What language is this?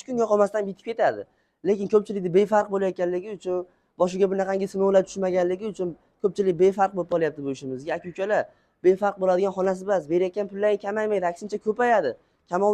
Uzbek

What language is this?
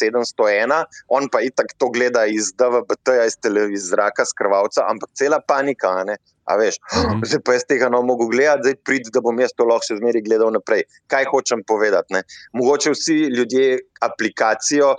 Slovenian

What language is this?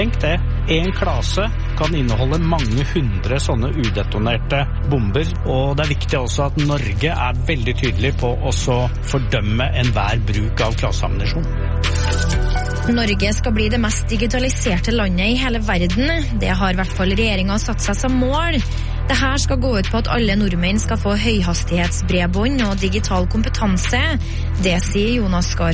Norwegian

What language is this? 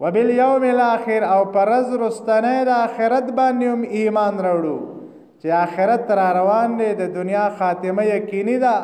Pashto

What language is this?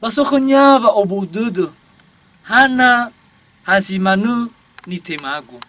Nias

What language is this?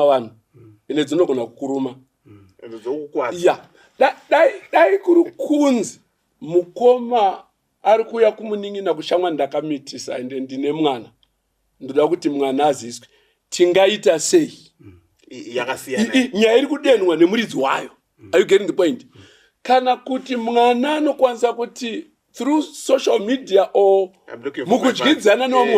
Shona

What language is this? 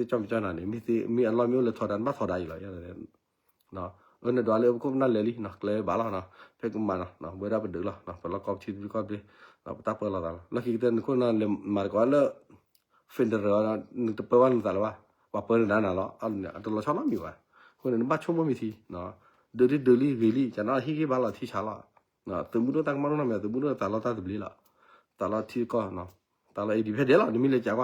S'gaw Karen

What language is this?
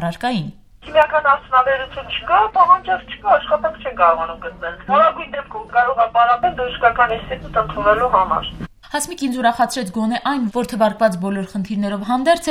Armenian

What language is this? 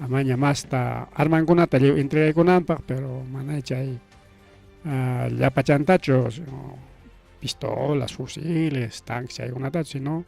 Ayacucho Quechua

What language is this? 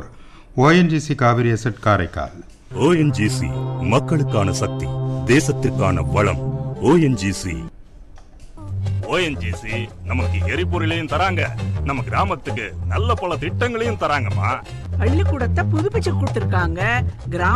Tamil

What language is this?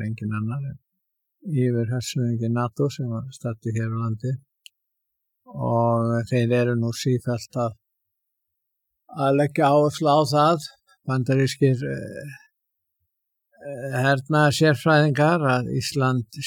Icelandic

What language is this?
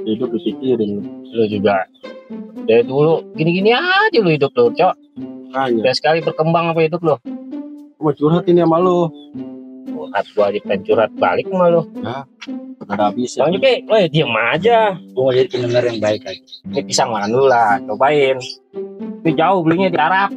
Betawi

